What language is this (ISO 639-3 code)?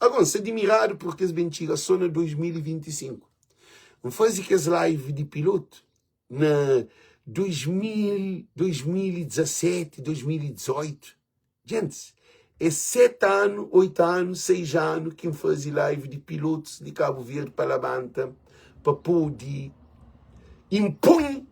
kea